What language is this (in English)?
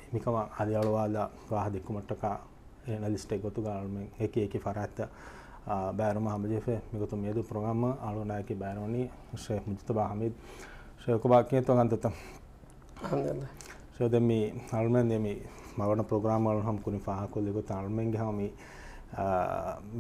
Divehi